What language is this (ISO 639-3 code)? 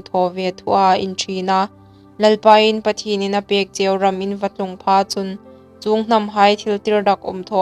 hmr